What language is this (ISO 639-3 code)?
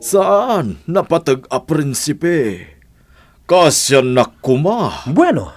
ilo